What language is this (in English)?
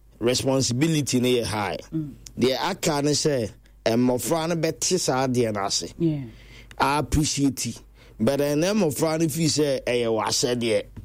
Akan